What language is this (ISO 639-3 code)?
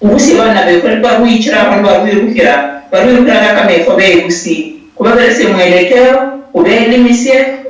luy